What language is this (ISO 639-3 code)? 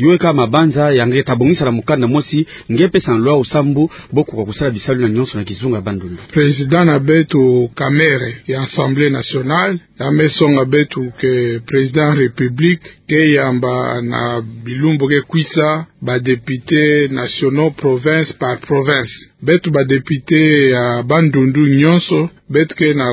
ktu